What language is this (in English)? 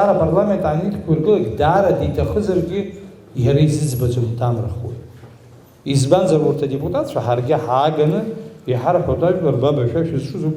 Abkhazian